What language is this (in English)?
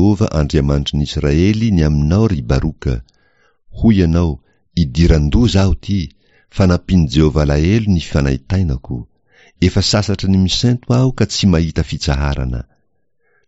Malagasy